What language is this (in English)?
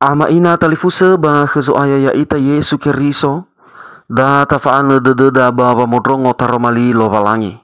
Nias